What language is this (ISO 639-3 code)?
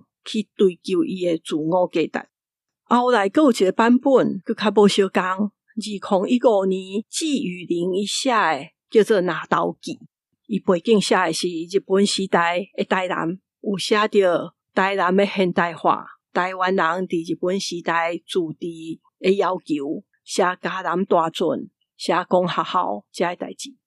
nan